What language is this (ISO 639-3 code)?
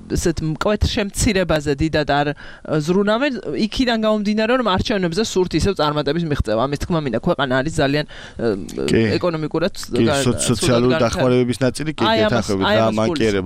kat